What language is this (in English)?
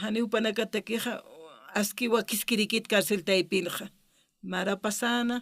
Aymara